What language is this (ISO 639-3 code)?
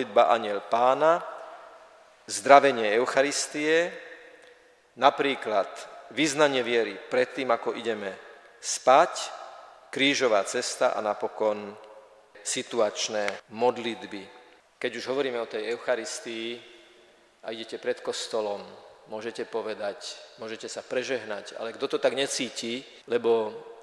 slk